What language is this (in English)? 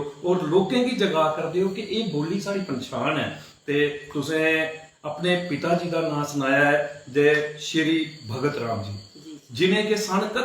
Dogri